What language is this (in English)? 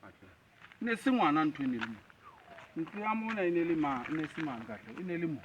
Southern Sotho